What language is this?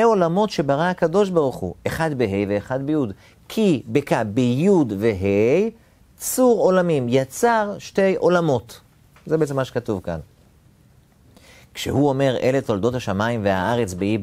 Hebrew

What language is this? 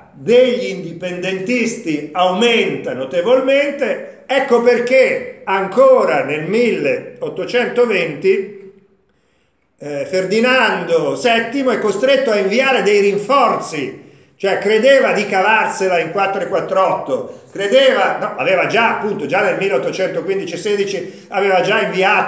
Italian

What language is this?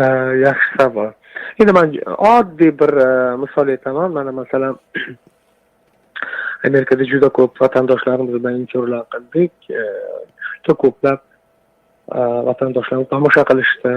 Uzbek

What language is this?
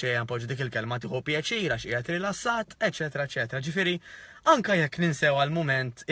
Maltese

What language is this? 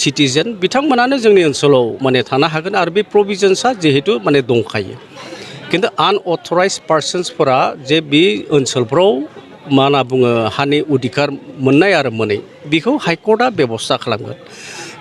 Bodo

